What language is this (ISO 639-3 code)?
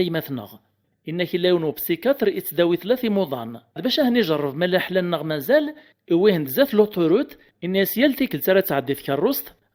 kab